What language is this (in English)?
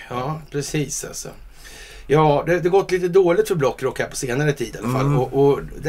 Swedish